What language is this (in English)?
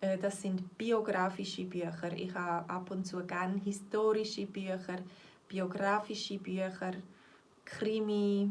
Swiss German